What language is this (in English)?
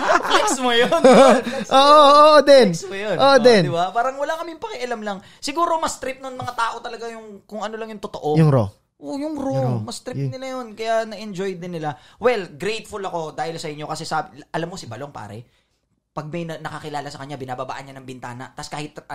Filipino